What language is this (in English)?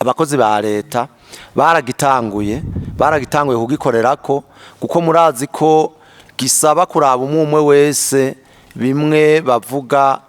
Rundi